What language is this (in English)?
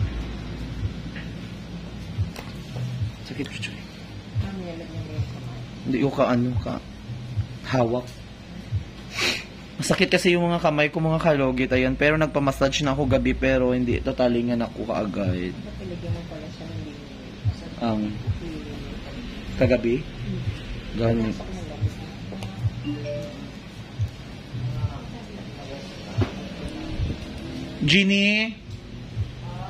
Filipino